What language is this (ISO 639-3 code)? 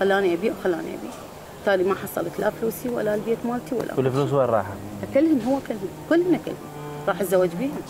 acm